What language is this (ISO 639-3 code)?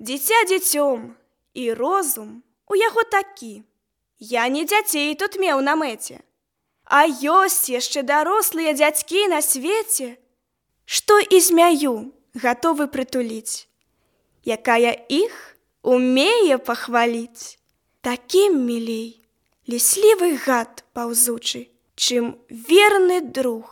bel